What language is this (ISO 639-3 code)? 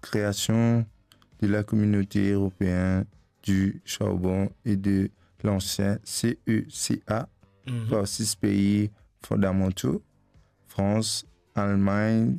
mfe